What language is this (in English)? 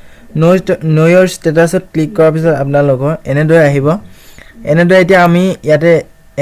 Assamese